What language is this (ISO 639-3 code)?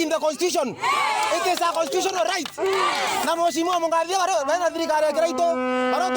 mer